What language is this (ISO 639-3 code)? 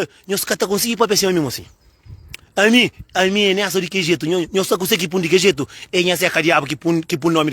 kea